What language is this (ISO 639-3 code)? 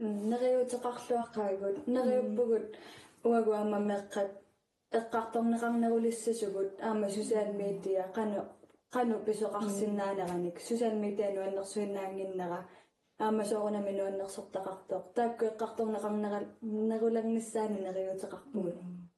kal